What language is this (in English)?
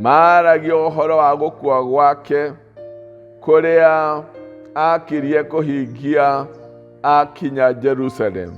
Kikuyu